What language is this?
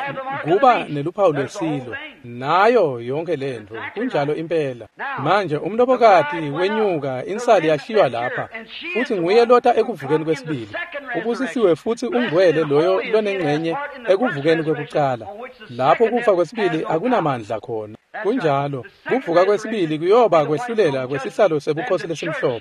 Swati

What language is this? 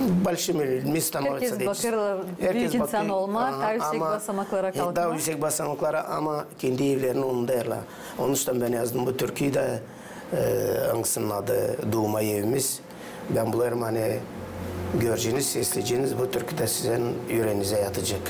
Gagauz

